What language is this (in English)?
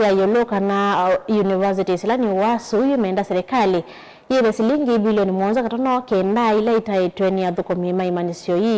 Kamba